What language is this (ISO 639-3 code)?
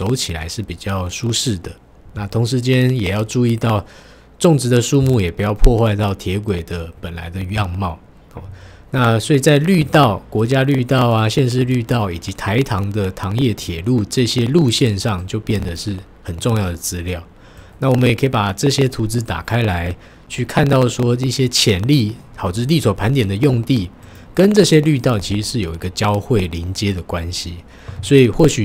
zho